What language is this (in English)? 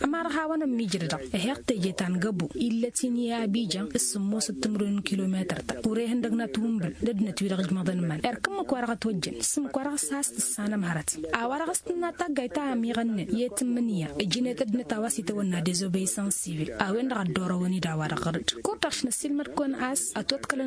Tamasheq